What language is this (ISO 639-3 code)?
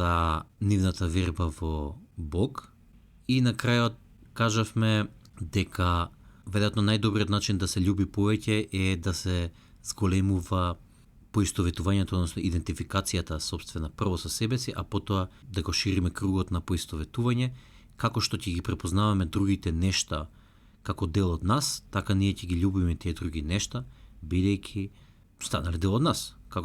mkd